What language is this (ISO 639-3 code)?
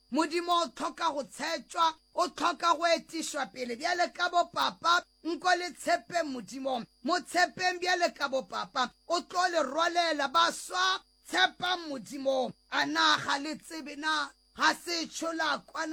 nso